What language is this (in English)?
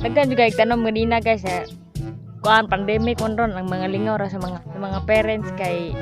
Cebuano